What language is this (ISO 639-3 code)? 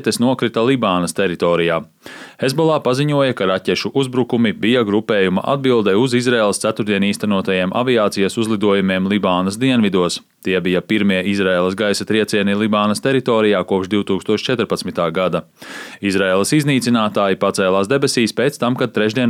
lav